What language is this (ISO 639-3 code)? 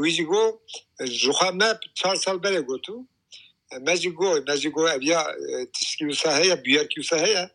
kur